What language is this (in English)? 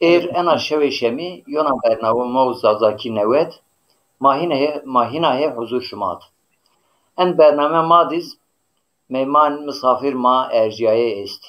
Zaza